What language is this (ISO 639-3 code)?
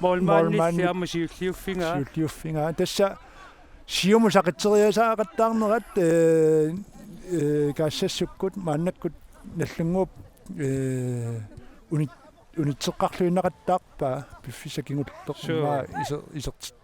kal